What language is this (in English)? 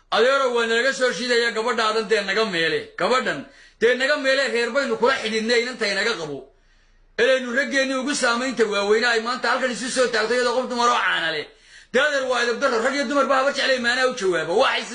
Somali